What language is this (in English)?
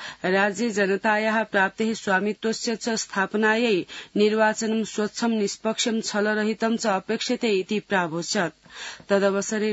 Sanskrit